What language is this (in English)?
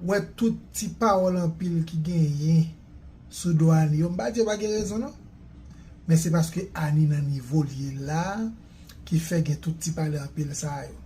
Haitian Creole